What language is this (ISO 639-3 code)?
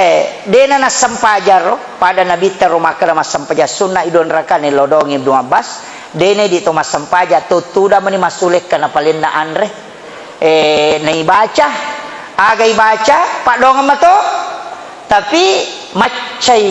bug